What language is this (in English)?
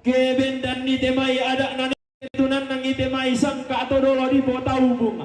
Toraja-Sa'dan